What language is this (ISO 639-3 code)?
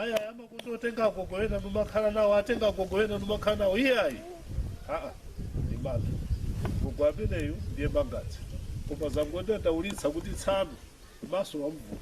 nya